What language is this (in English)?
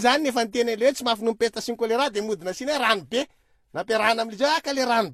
Malagasy